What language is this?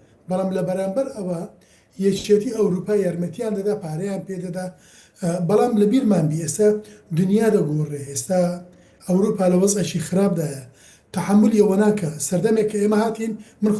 Central Kurdish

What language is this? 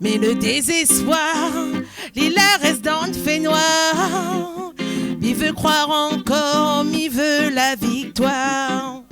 Réunion Creole French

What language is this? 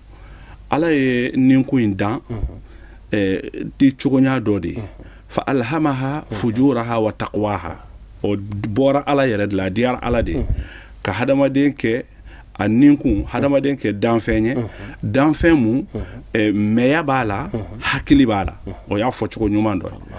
Bambara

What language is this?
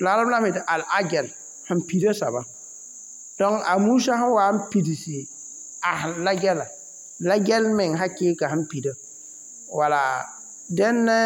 Mossi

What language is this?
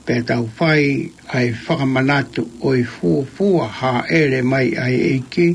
Tongan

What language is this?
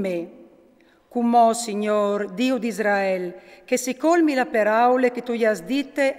Friulian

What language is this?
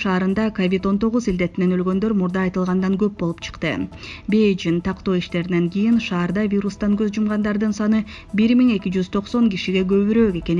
Kyrgyz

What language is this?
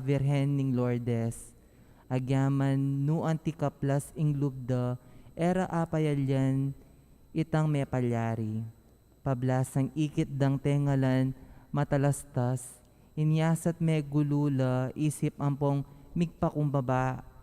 Pampanga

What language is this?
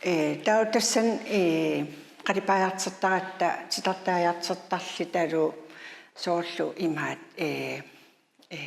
Kalaallisut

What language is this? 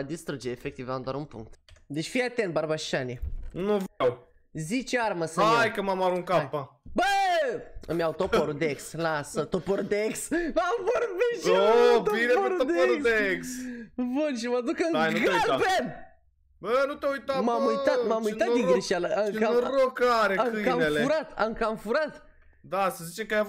Romanian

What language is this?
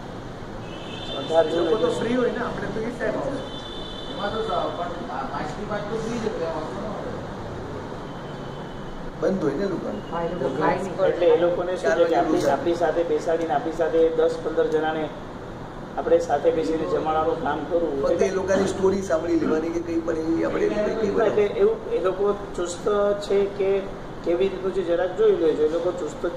Gujarati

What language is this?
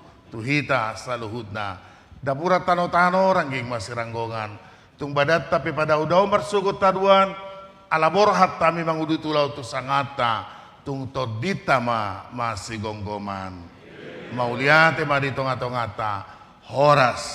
Batak Toba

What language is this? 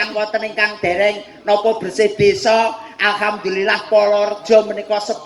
Javanese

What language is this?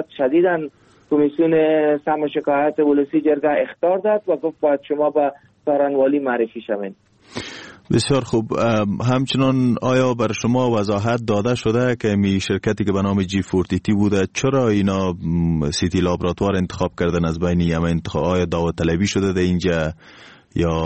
Persian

